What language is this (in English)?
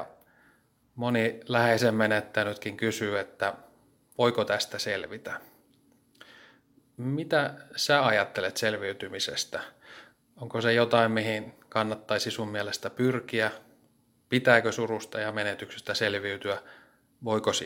Finnish